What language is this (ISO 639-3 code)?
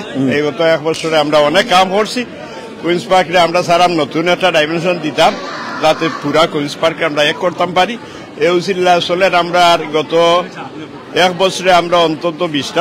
syl